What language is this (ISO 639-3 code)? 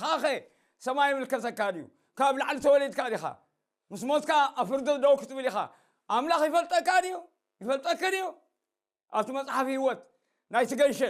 tir